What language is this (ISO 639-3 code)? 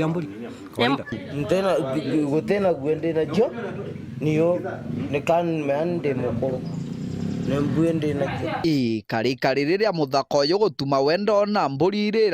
mer